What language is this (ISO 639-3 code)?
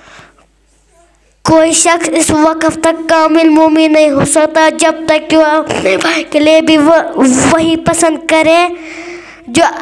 kas